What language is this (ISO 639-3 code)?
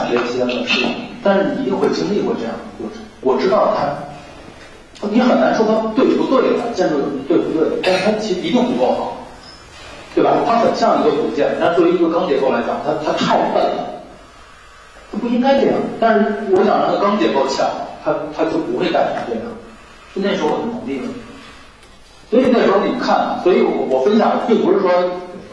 zho